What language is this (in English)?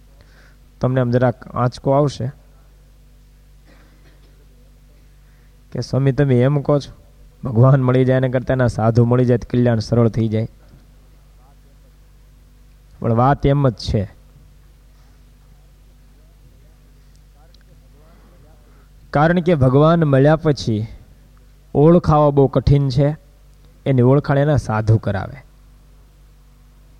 Gujarati